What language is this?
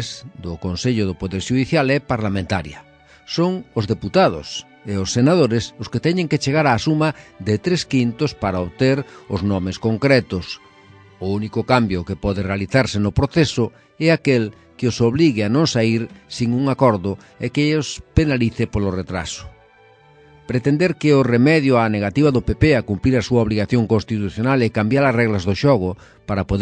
Galician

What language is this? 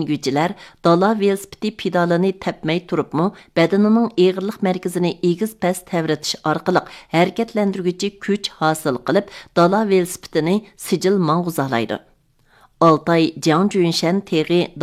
Uyghur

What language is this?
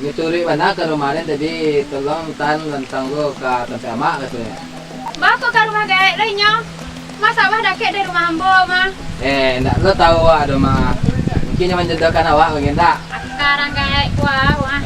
Minangkabau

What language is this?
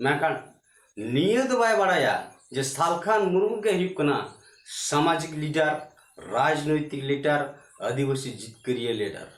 Santali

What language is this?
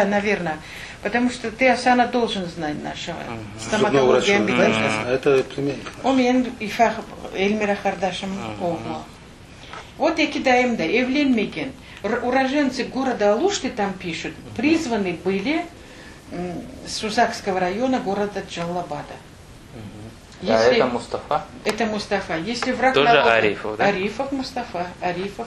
Crimean Tatar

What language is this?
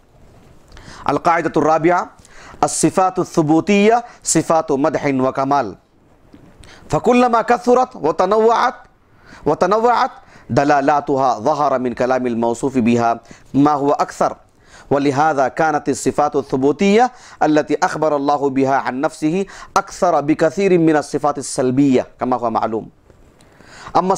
Urdu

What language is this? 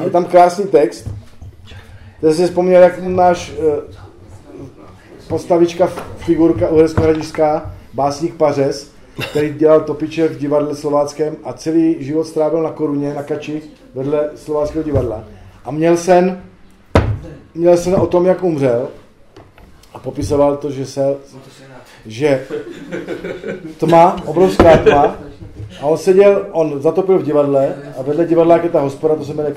Czech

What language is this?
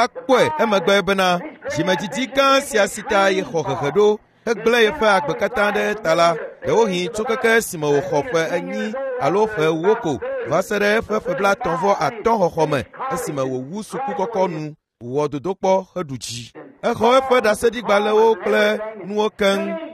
Ewe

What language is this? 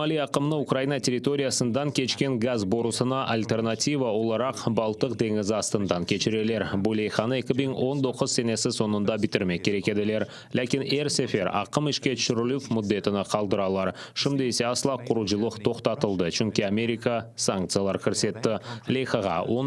Crimean Tatar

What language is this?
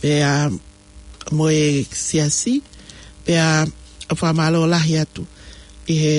Tongan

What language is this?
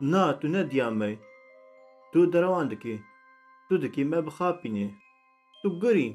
Kurdish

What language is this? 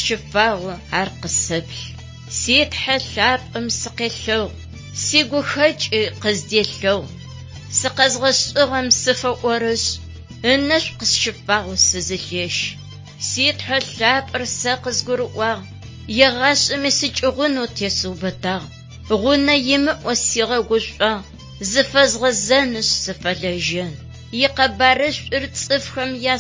Adyghe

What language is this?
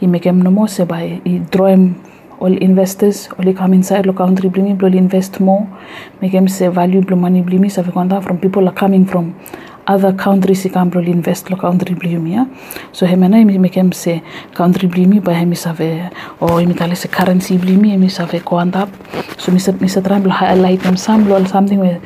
Bislama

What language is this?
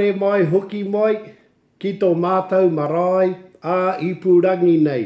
Māori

